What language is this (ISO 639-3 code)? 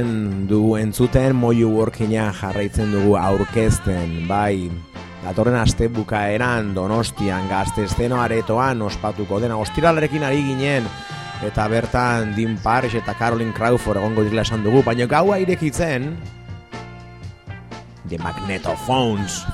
eus